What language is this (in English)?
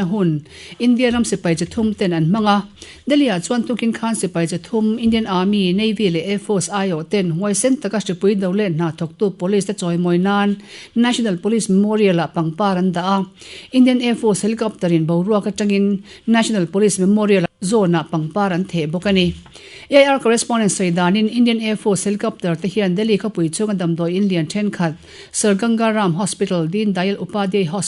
Mizo